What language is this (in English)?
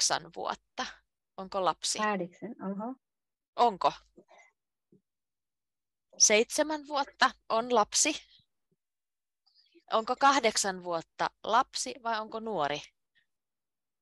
Finnish